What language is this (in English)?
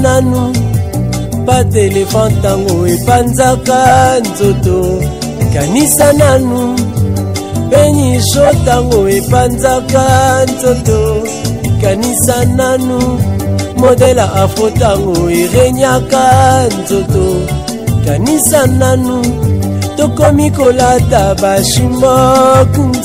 Luba-Lulua